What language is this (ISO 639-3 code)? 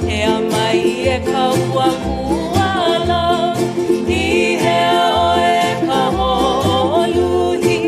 haw